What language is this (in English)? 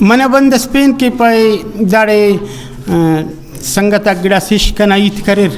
Brahui